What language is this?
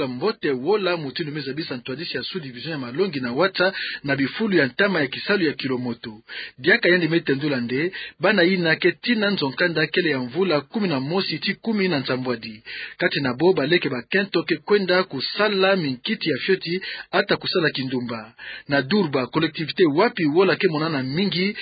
Kituba (Democratic Republic of Congo)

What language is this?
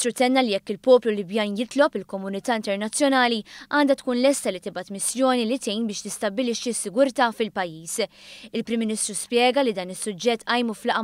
Maltese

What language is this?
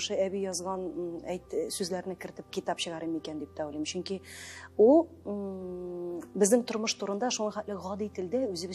Tatar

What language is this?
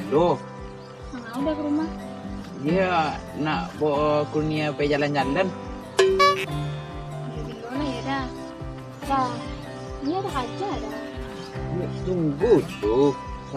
Minangkabau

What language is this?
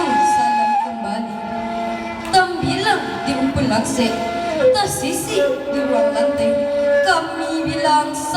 Minangkabau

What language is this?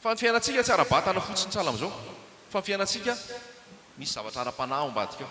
Malagasy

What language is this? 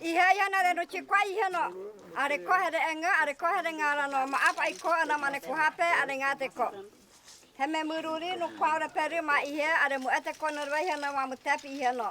Guajajára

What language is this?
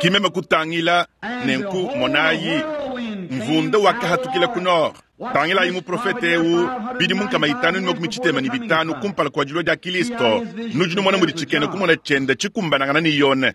Luba-Lulua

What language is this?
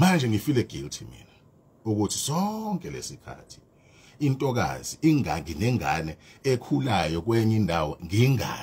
Zulu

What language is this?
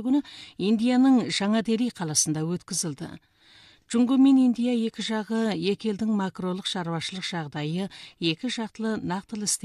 Kazakh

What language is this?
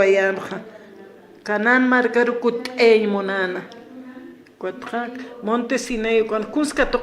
Aymara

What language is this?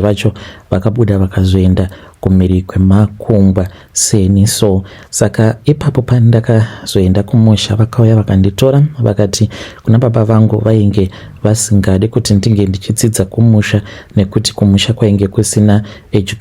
Shona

